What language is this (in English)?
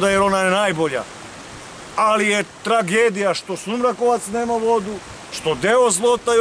Serbian